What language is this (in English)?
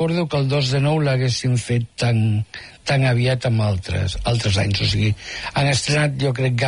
Catalan